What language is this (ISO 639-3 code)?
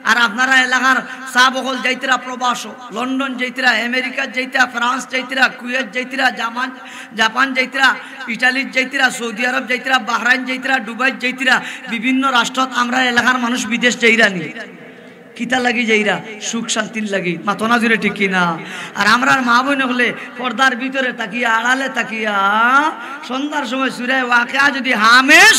syl